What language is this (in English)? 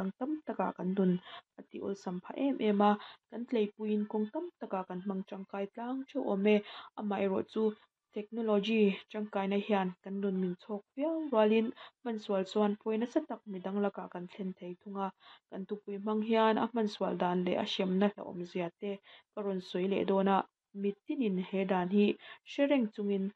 Mizo